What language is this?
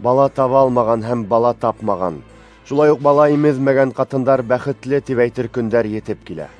Bashkir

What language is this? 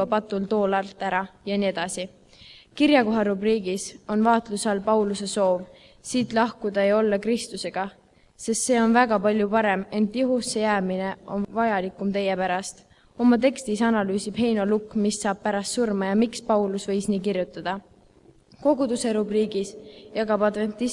Estonian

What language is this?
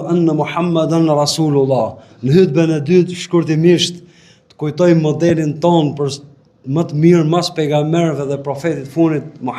Albanian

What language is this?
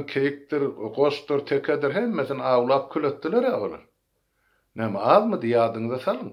Turkmen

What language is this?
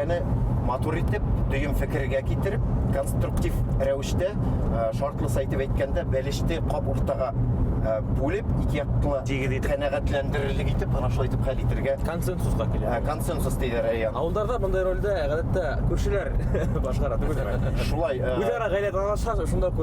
Bashkir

